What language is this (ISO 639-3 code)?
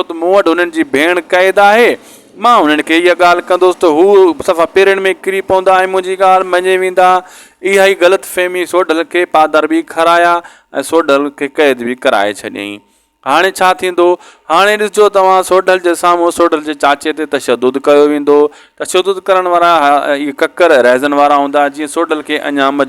snd